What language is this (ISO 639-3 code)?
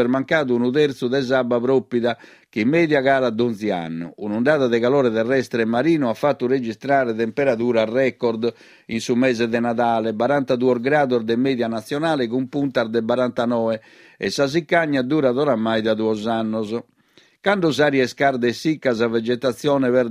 srd